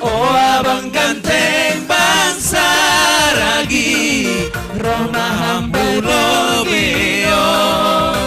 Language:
Batak Simalungun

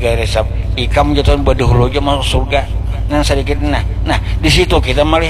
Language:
Banjar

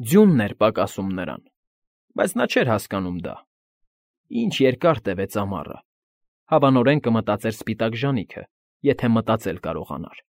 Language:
Armenian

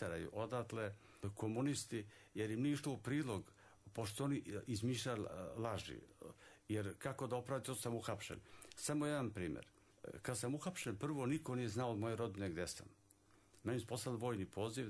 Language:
Serbian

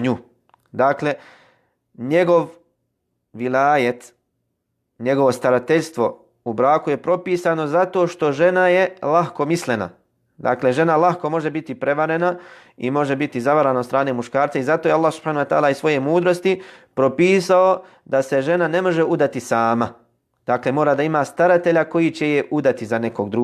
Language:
Bosnian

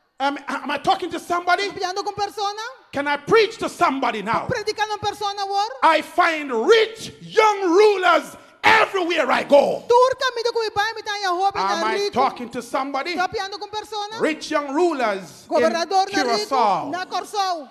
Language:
Papiamento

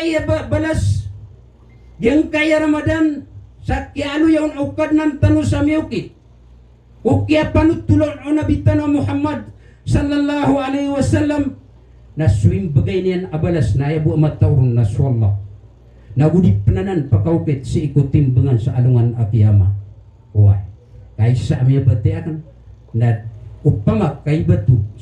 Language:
Maranao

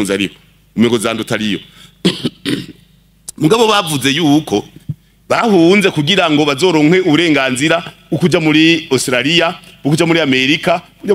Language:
Rundi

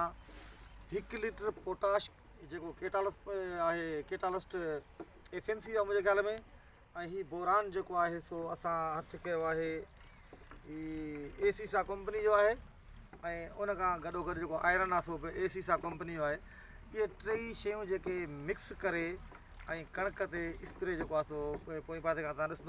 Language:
Sindhi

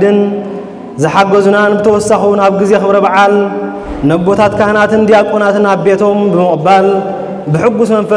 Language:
Tigrinya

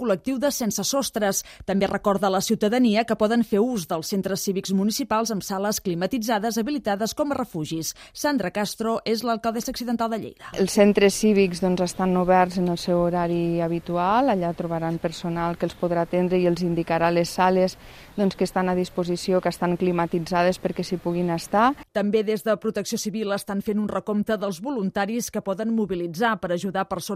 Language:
Catalan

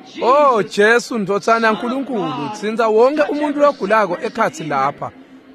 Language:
Swati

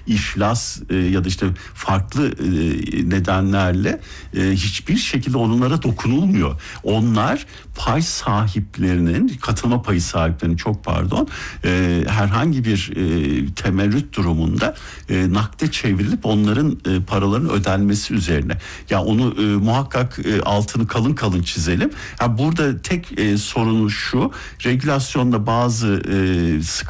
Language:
Turkish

